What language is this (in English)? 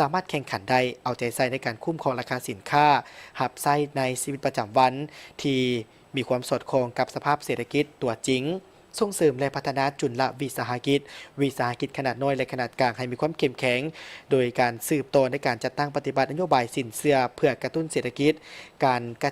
Lao